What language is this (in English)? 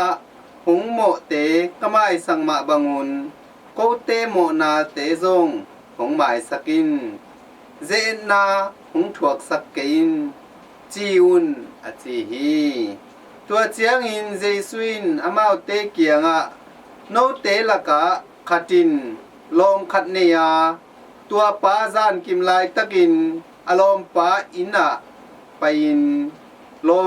Tedim Chin